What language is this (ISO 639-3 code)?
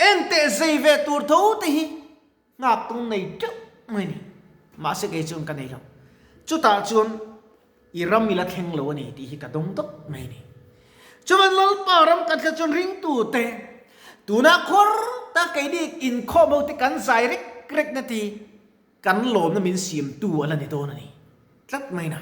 lus